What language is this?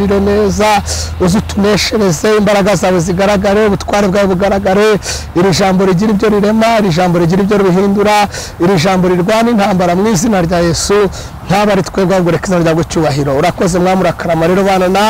Kinyarwanda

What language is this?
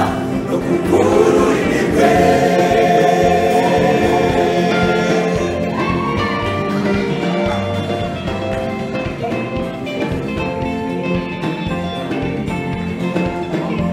Kinyarwanda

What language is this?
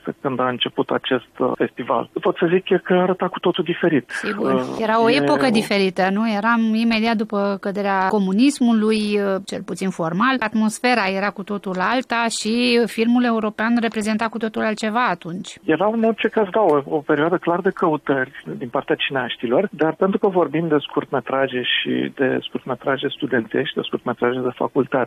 Romanian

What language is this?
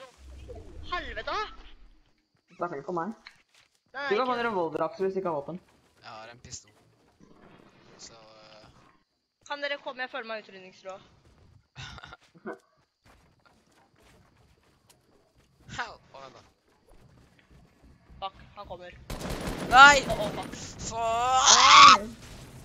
Norwegian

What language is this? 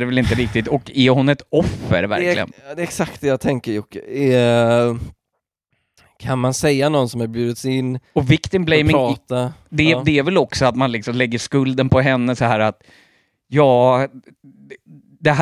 Swedish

